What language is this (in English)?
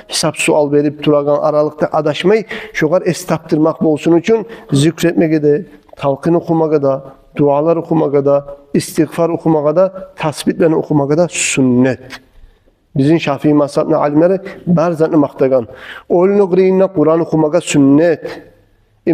Kumyk